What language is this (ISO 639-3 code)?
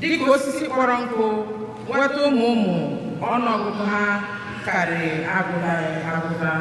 ibo